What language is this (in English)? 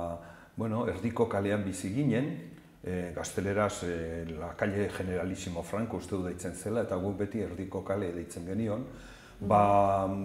Basque